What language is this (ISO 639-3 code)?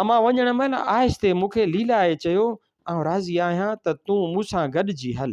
snd